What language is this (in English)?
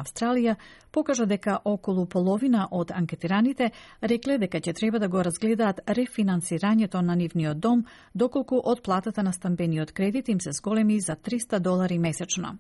Macedonian